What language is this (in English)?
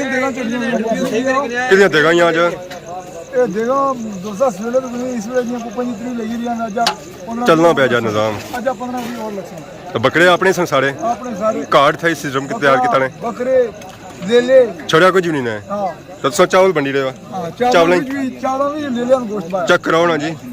Pahari-Potwari